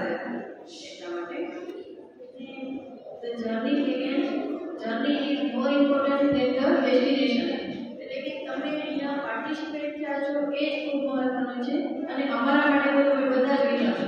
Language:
Gujarati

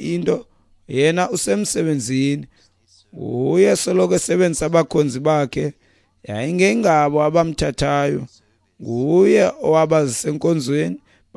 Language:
Xhosa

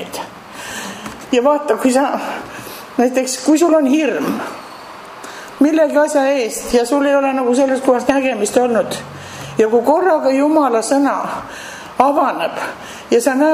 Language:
Estonian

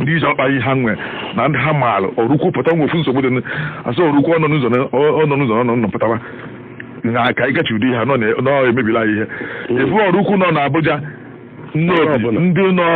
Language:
Igbo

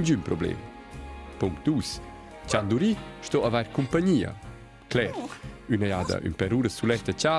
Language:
Romansh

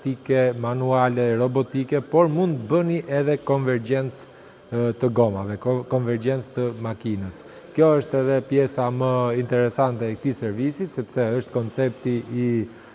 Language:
Albanian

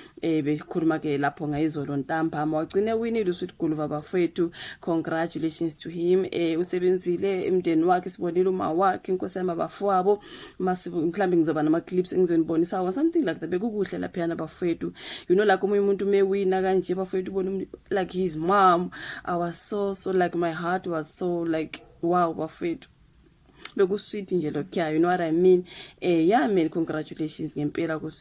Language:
Zulu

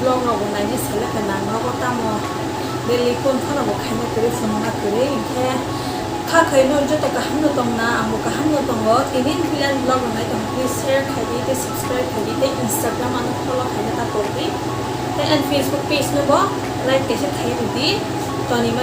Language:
Kok Borok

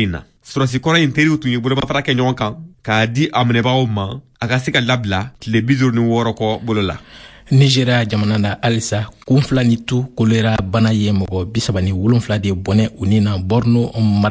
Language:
Bambara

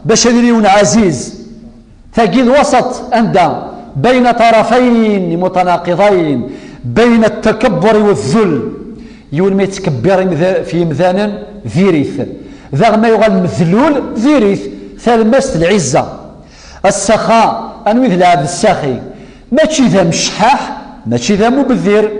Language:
Kabyle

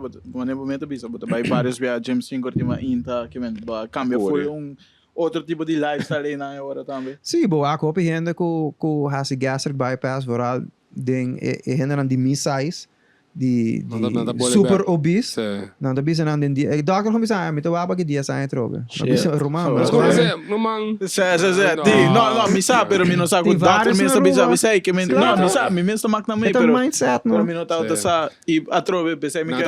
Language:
Papiamento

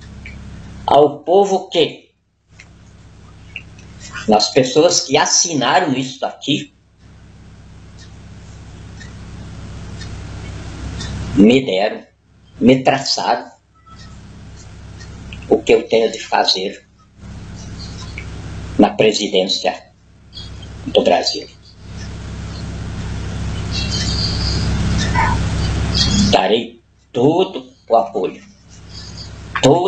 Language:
Portuguese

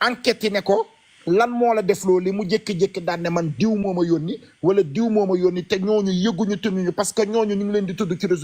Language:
Wolof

